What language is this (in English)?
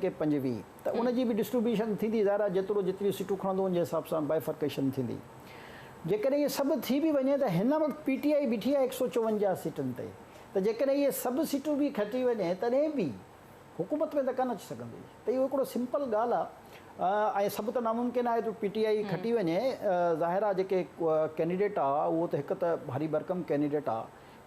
Sindhi